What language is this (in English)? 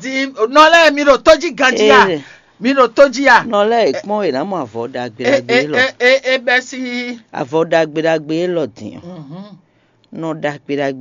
Fon